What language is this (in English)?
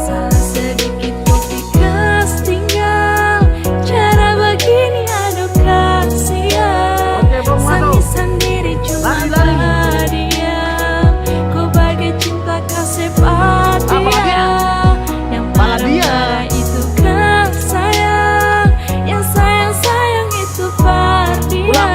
Ambonese Malay